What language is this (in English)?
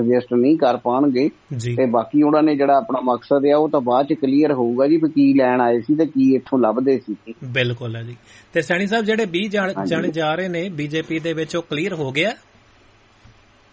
Punjabi